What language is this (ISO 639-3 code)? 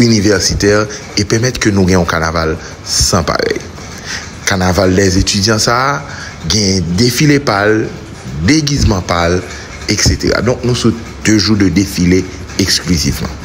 hat